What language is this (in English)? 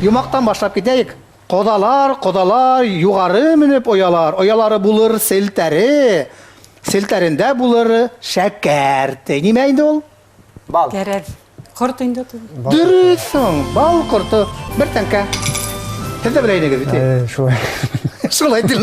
Bashkir